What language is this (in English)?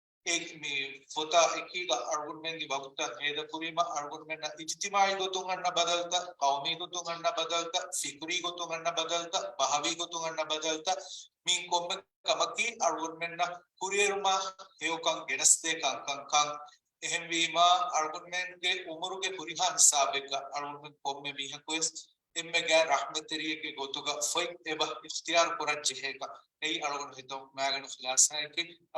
Divehi